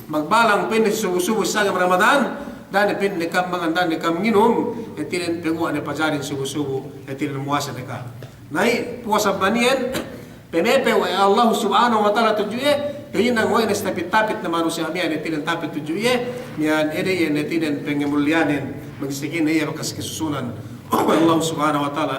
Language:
Yakan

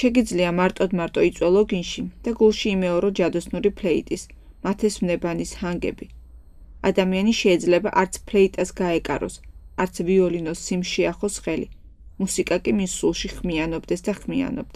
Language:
Georgian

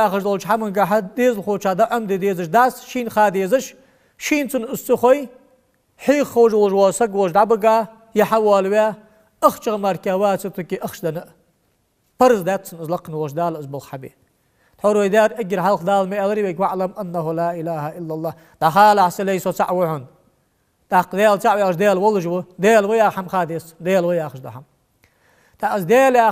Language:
Ingush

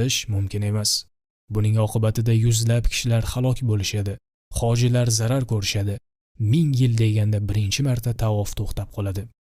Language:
Uzbek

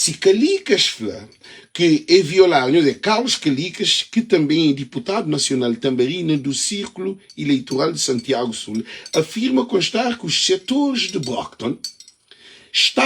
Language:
Kabuverdianu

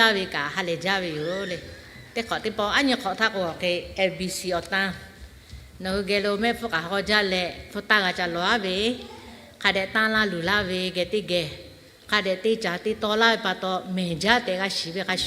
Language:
Lahu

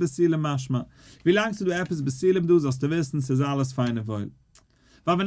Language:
Yiddish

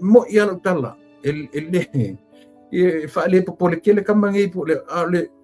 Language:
Samoan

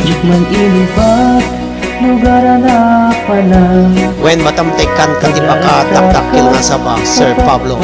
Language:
Iloko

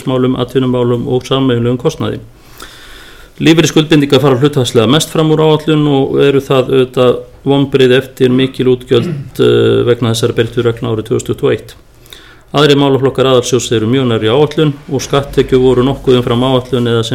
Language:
Icelandic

